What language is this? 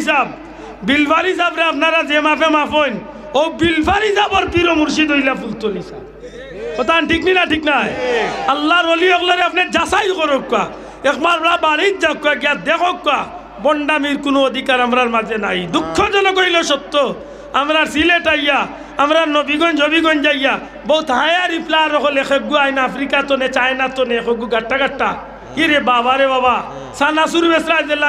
Sylheti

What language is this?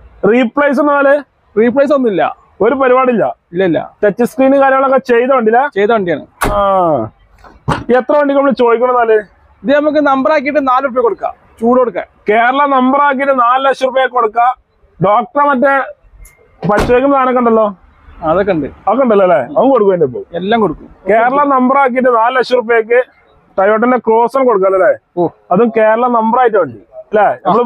Malayalam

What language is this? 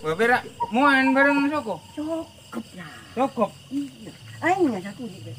Madurese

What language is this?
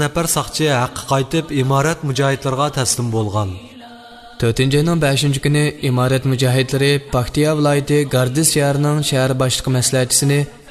Uyghur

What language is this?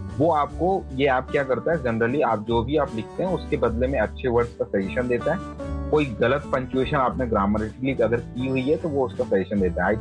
Hindi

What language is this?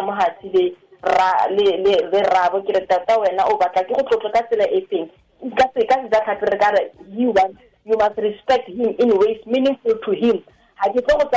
Tswana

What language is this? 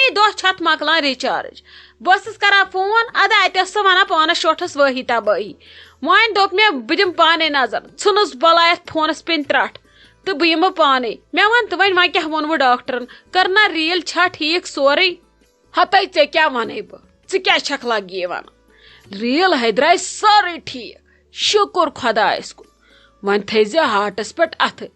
Kashmiri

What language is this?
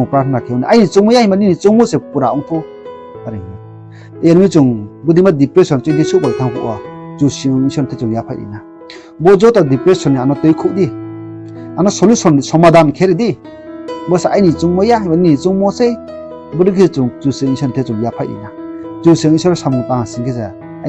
Riang (India)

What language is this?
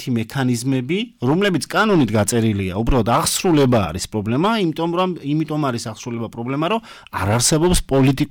Georgian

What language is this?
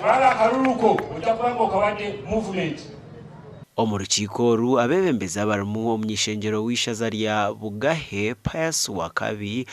Nyankole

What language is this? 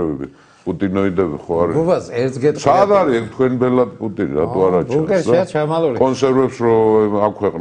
Georgian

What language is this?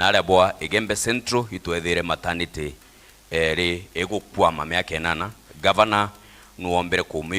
Meru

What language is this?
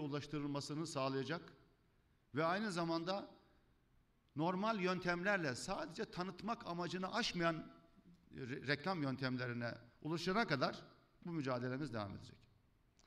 Turkish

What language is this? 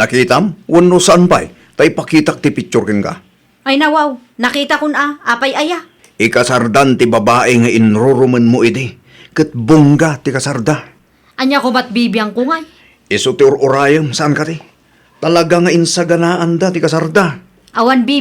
Iloko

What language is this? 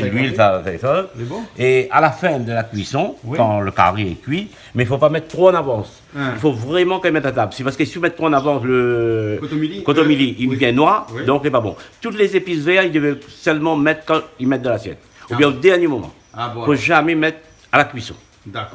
Réunion Creole French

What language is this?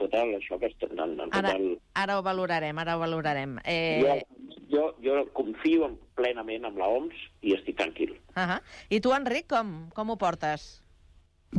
Catalan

